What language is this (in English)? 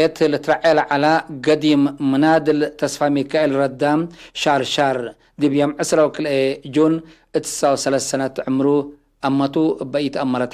Tigre